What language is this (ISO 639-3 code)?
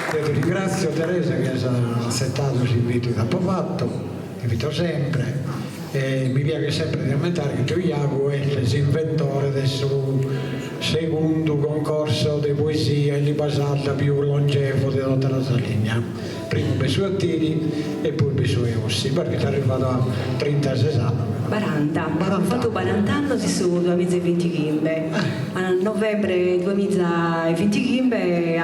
srd